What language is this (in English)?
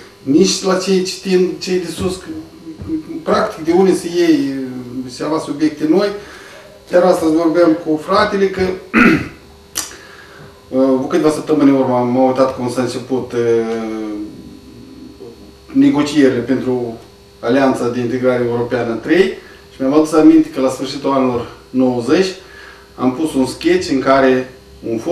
Romanian